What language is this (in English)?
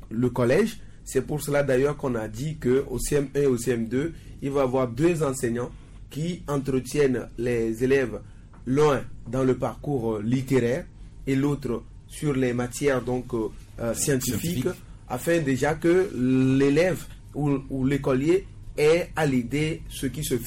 French